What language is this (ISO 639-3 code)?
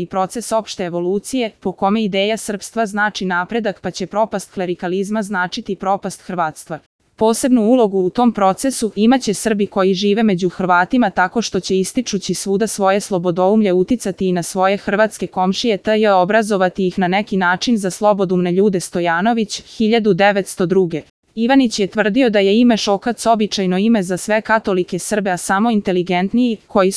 srp